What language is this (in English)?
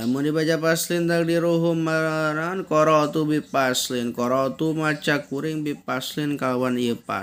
Sundanese